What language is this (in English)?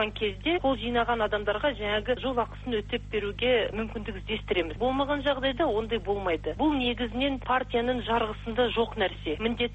Kazakh